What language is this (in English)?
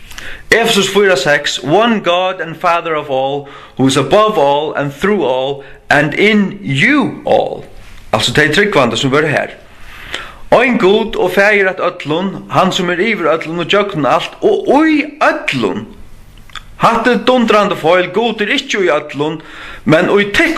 Faroese